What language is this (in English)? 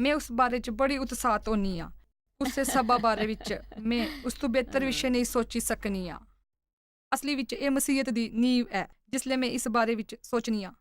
Dogri